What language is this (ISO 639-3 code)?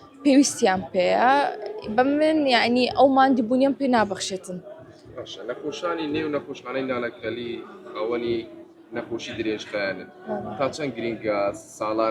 ckb